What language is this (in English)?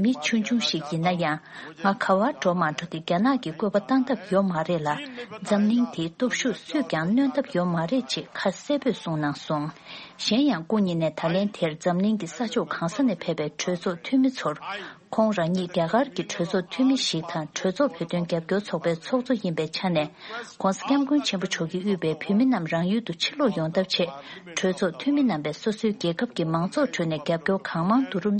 Tibetan